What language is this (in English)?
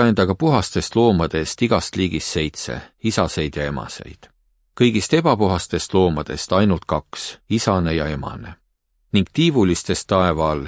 Estonian